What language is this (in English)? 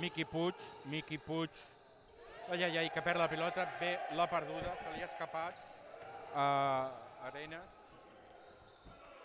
Catalan